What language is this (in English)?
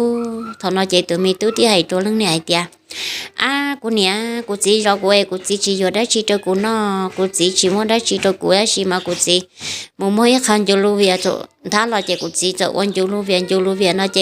Hmong